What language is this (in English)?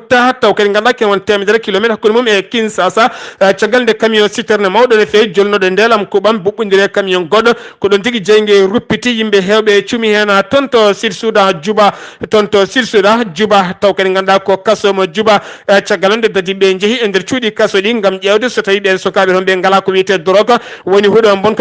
Fula